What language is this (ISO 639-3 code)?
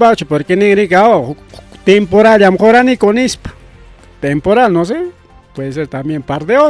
quy